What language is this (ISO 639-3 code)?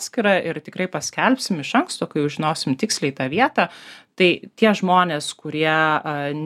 lit